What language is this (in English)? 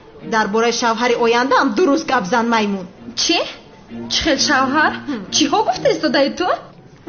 Tajik